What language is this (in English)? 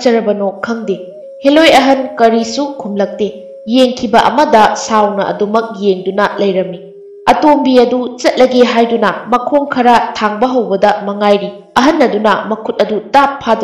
Manipuri